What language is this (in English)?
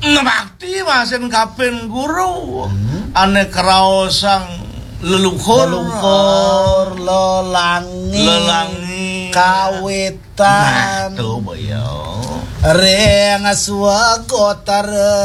Balinese